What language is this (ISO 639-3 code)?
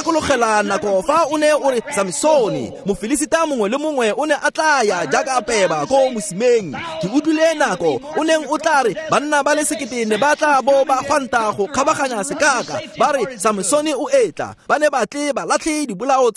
tsn